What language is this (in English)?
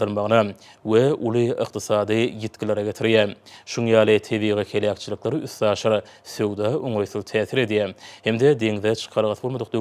Turkmen